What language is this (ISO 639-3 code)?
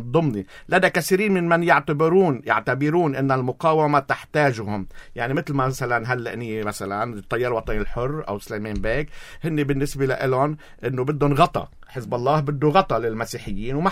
apc